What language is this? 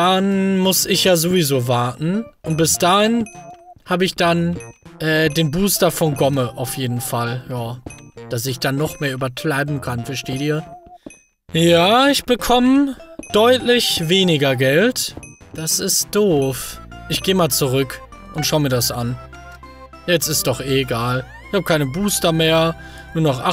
German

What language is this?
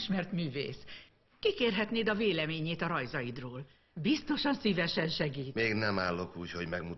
Hungarian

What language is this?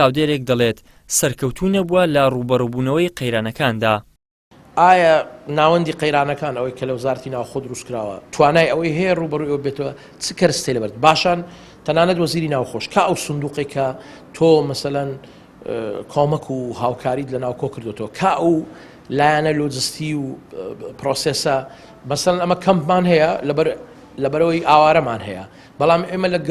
Central Kurdish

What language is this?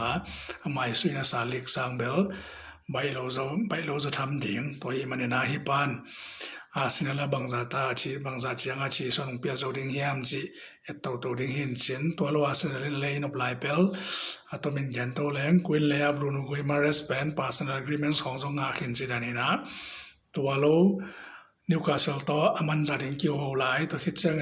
Tedim Chin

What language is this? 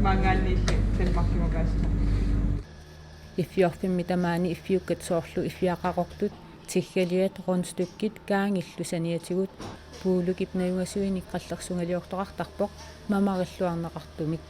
Kalaallisut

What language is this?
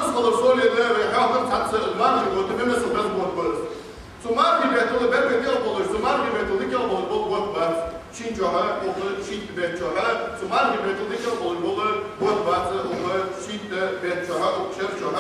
Ingush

